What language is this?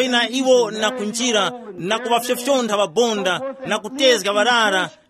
Tumbuka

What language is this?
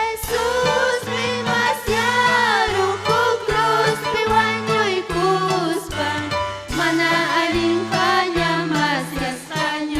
Ayacucho Quechua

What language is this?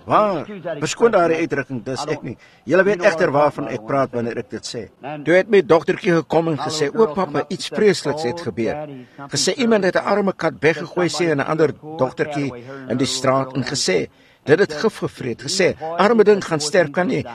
Afrikaans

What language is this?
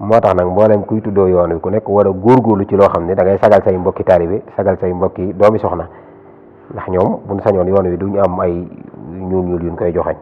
Wolof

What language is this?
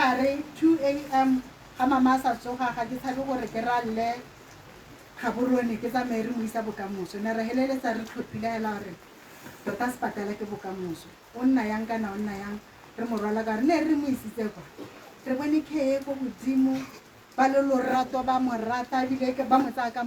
Tswana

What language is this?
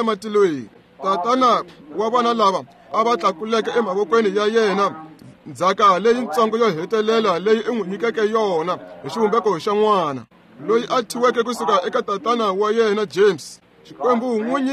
Tsonga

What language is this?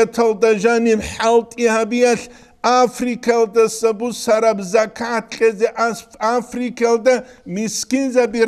Avaric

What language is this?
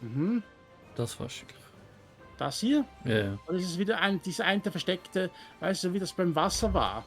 Swiss German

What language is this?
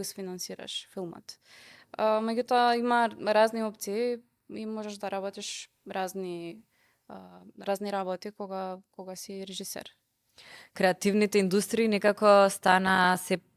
Macedonian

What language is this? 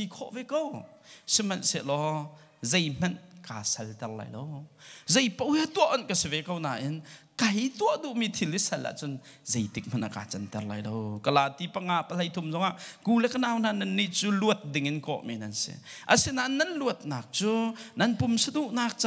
Hakha Chin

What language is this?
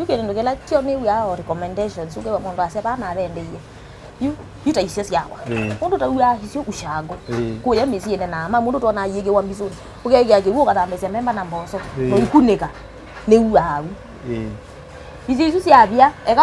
Kamba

